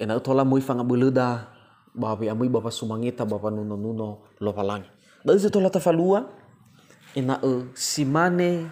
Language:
Nias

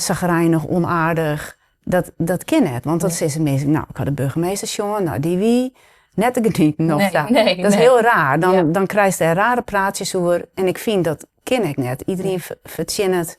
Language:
Western Frisian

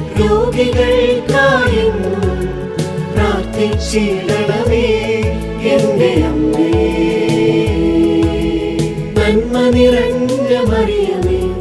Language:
Malayalam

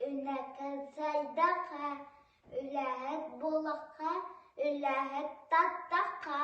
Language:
Yakut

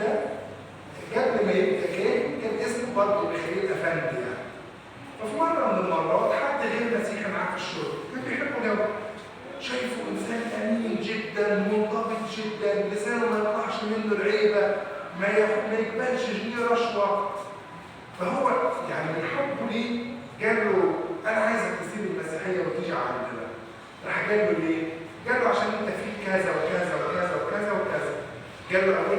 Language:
Egyptian Arabic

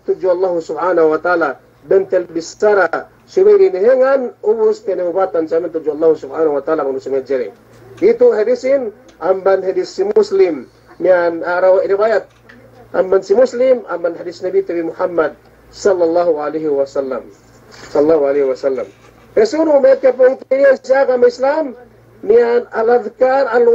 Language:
Yakan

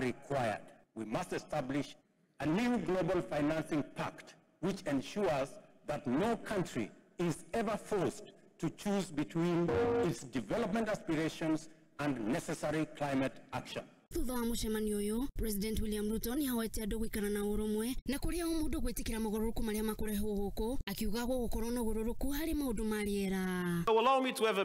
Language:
Kikuyu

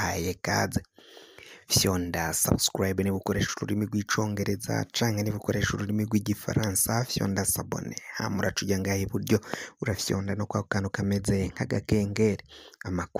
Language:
Rundi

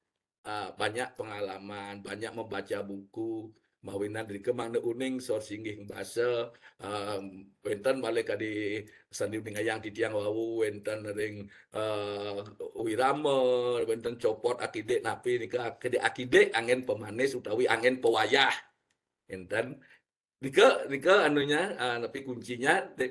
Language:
Balinese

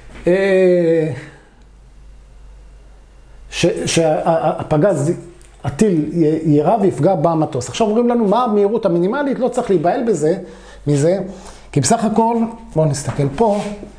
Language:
Hebrew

